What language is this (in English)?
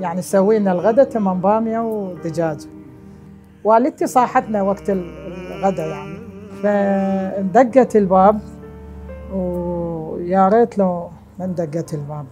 Mesopotamian Arabic